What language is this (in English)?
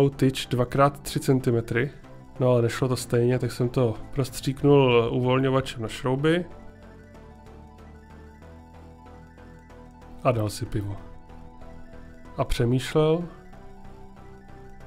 Czech